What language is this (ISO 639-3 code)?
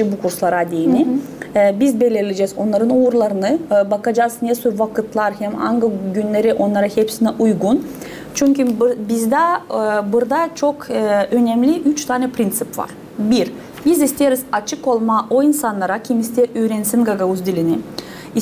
gag